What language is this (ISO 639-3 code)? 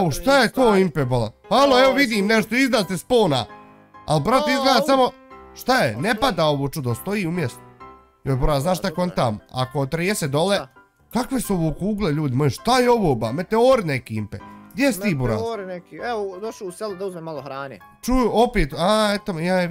bos